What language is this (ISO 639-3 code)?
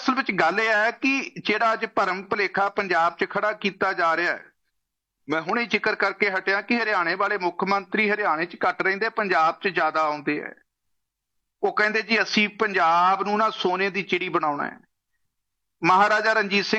pan